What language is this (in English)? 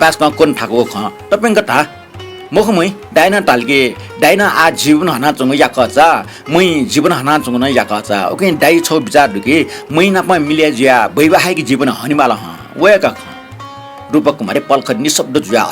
Newari